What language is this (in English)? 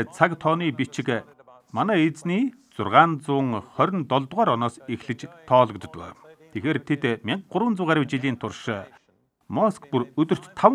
Mongolian